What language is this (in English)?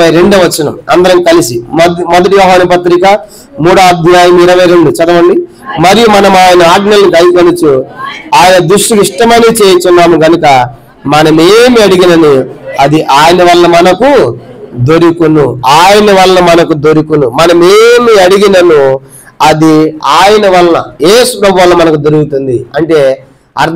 Telugu